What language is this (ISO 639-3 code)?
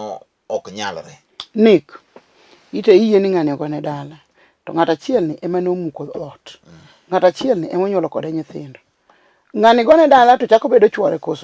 luo